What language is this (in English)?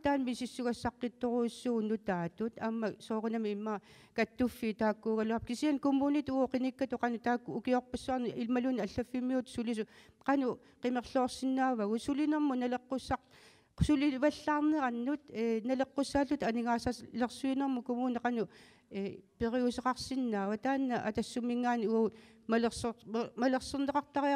Kalaallisut